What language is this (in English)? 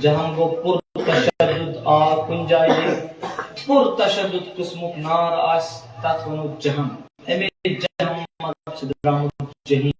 Kashmiri